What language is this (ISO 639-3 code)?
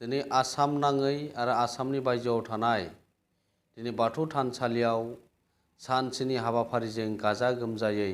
brx